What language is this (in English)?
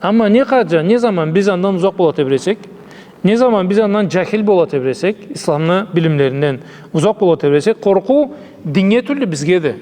Karachay-Balkar